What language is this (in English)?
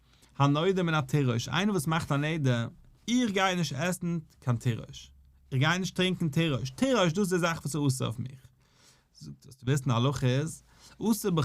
Yiddish